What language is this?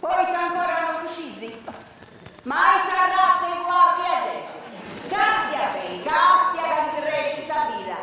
Sardinian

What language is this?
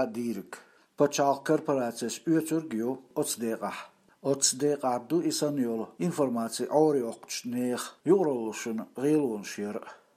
Chechen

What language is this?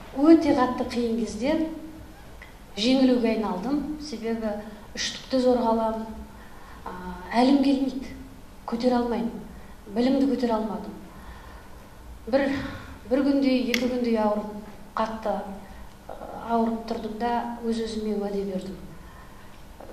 Kazakh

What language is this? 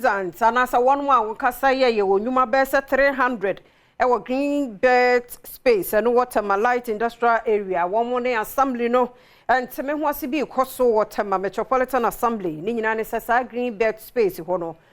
Akan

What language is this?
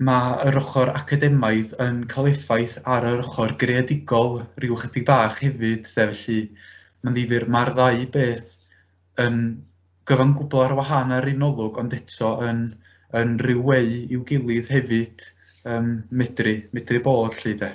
Welsh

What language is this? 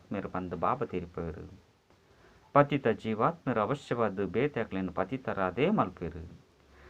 Tulu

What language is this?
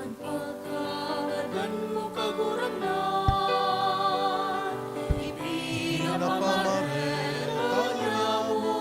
Bikol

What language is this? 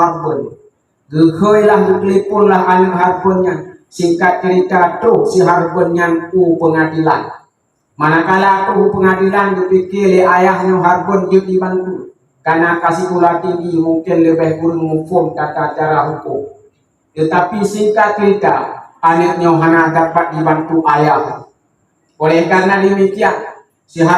Achinese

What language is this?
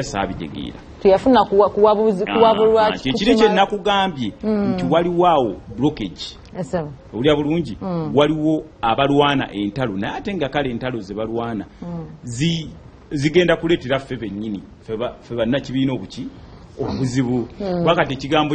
Ganda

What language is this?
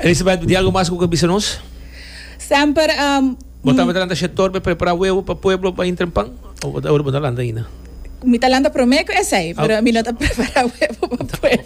Papiamento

